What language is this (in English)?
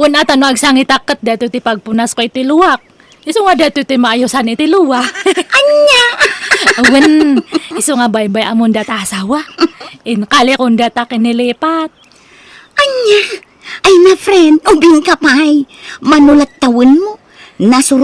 Iloko